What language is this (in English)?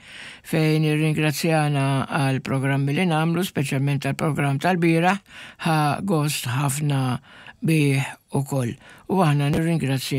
Maltese